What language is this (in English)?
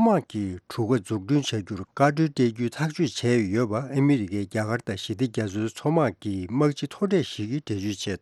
Tibetan